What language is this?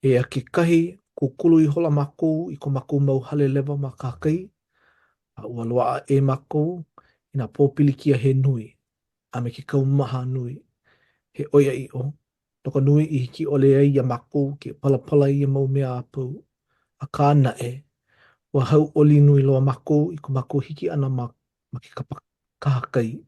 Hawaiian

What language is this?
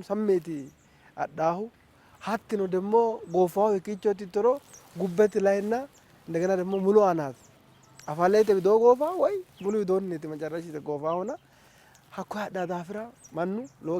Sidamo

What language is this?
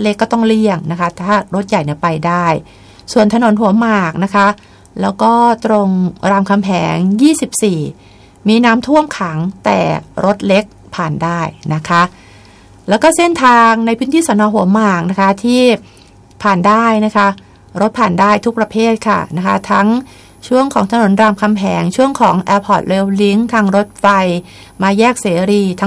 Thai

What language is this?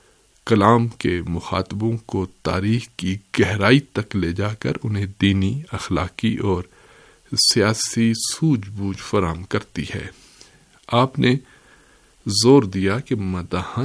Urdu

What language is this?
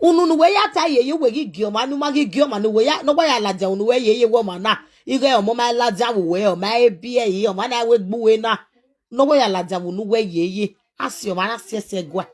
Nigerian Pidgin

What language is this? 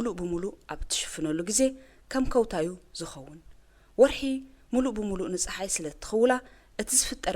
Tigrinya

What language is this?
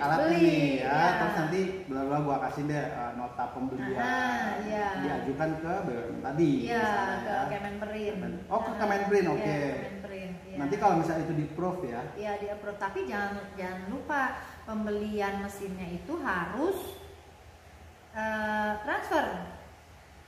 Indonesian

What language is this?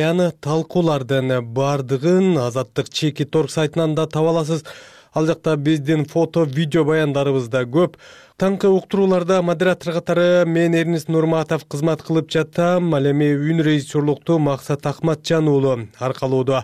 Kyrgyz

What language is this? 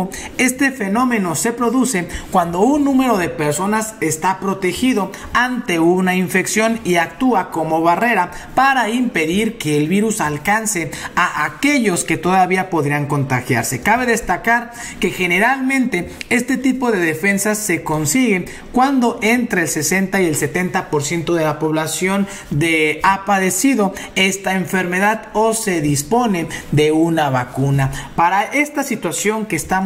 Spanish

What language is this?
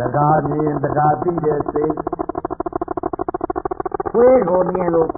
Burmese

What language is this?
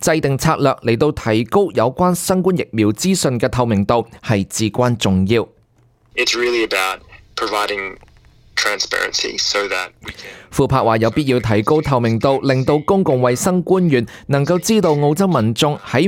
Cantonese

